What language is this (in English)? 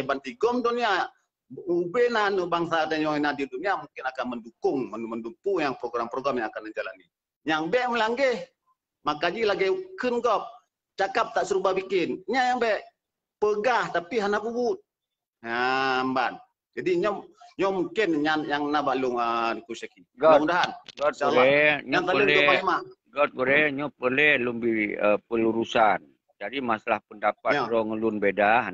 Achinese